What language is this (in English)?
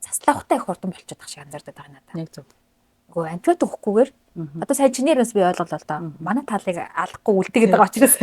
Mongolian